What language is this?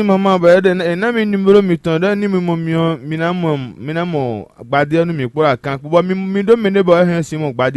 Fon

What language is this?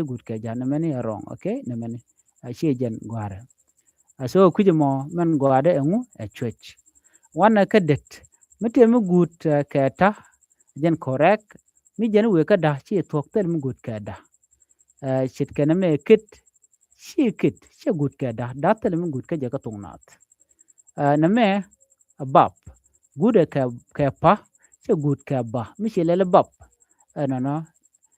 Nuer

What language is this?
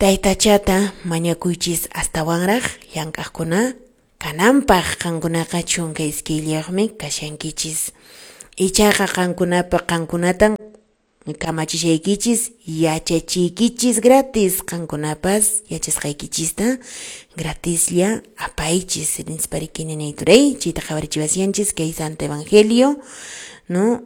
Quechua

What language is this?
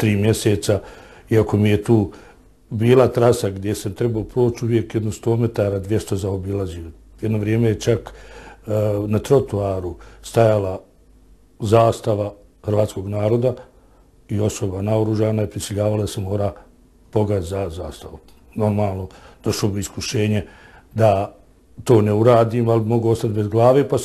Bosnian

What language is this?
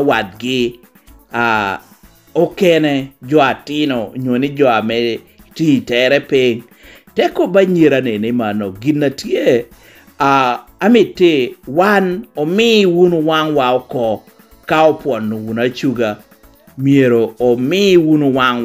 Lango (Uganda)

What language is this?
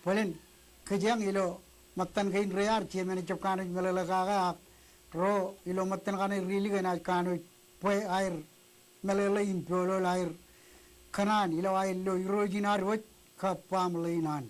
Marshallese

